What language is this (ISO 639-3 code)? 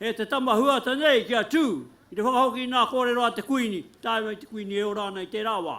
mri